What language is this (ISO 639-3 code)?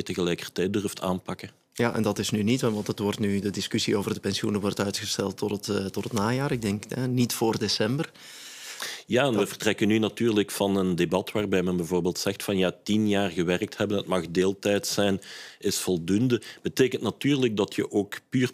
nld